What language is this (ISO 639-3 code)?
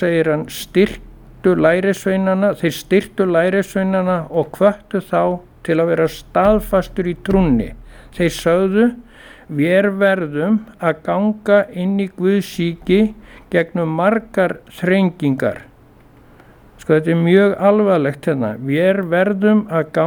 isl